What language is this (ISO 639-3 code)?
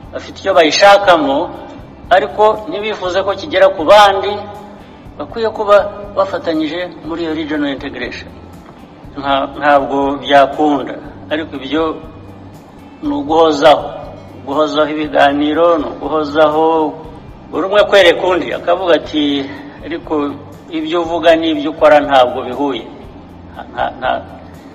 kin